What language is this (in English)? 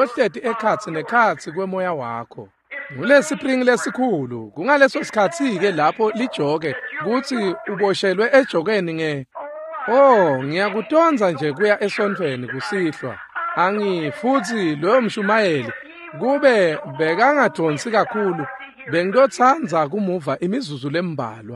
Swati